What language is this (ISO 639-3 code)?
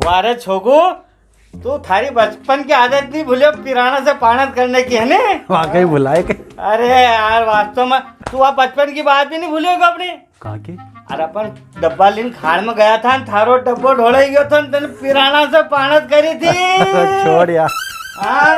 raj